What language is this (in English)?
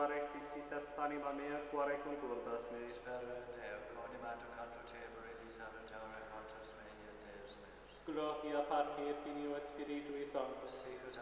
Latin